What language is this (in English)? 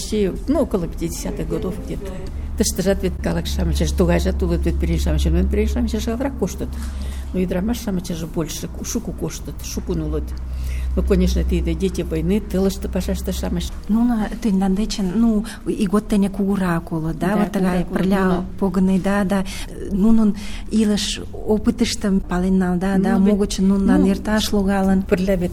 Mari